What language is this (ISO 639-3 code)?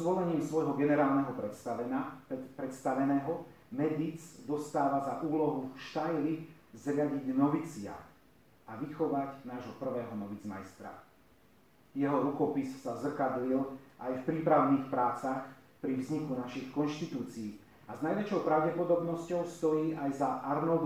slk